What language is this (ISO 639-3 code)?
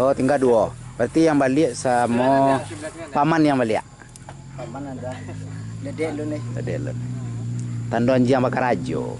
min